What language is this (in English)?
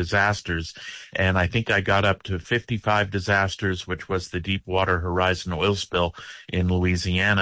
English